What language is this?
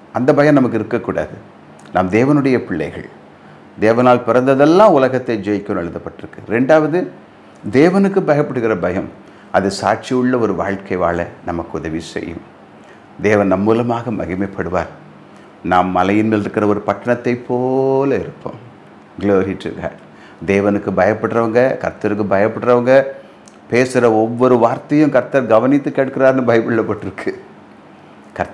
Tamil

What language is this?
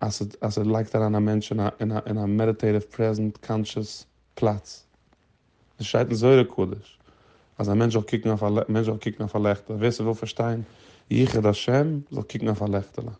Yiddish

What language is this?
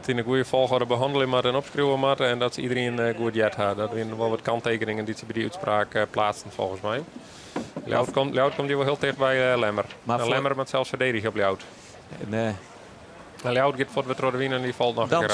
Western Frisian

